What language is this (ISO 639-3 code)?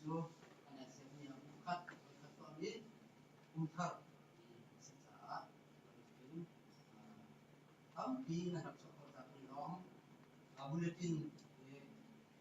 cnh